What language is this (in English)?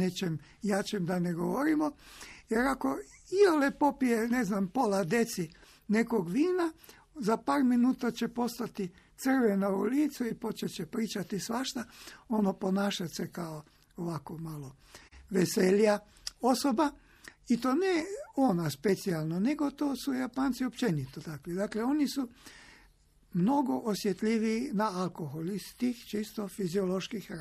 Croatian